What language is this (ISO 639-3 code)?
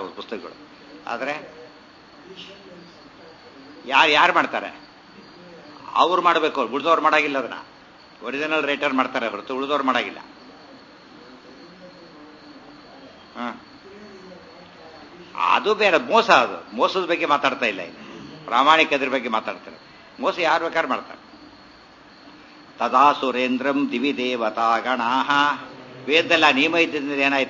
kan